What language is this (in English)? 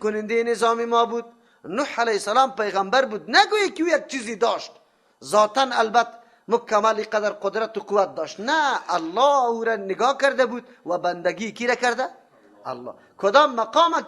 Persian